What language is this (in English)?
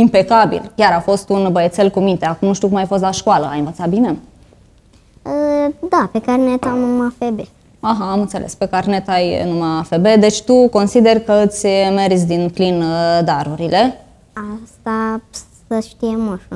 Romanian